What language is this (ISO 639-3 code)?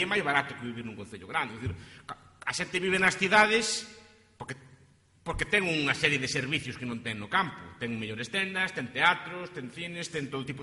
glg